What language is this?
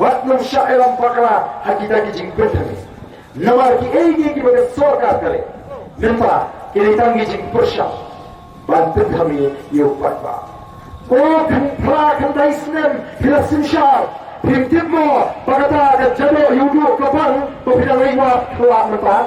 Khasi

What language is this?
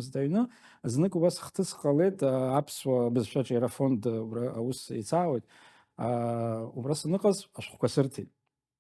Abkhazian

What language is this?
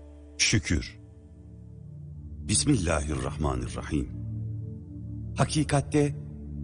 Turkish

